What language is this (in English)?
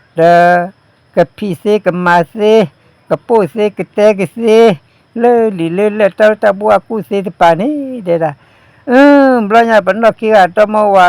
S'gaw Karen